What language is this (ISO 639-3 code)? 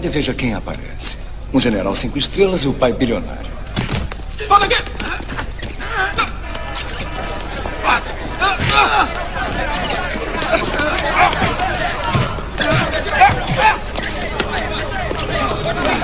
por